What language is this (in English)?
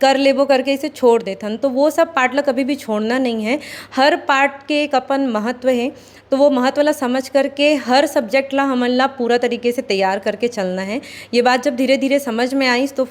Chhattisgarhi